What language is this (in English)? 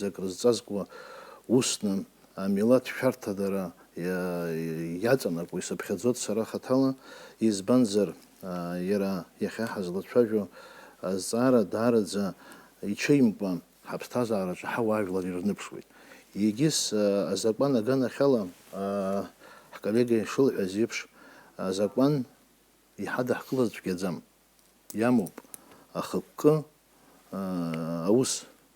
Abkhazian